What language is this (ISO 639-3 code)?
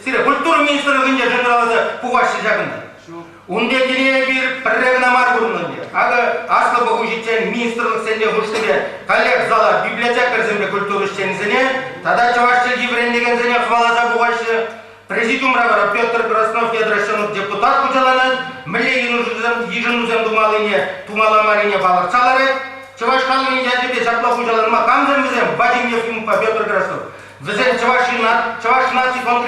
chv